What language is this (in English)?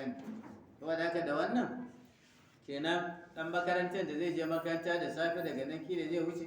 Hausa